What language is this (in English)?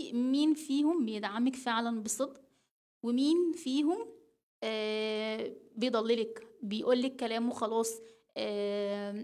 Egyptian Arabic